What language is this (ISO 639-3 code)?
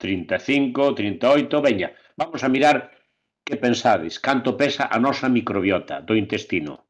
glg